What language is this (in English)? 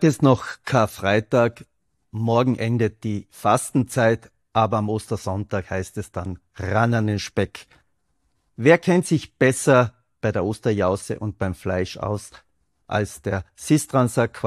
German